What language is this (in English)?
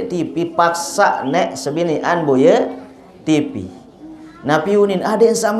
Sasak